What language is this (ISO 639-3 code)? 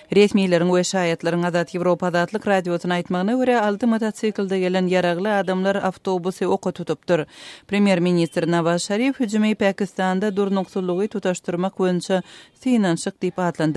tuk